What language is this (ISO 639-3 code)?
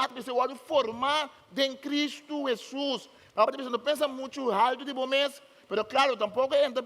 pap